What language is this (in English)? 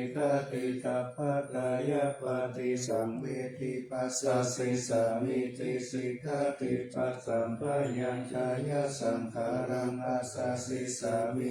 Pali